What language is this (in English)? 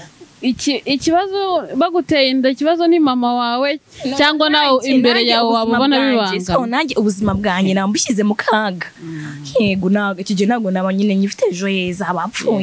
Kinyarwanda